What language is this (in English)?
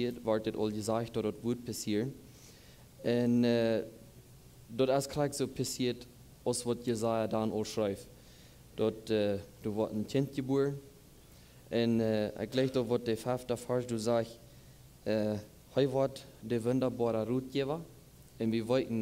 Plautdietsch